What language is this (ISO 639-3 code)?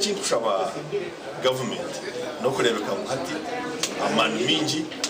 nyn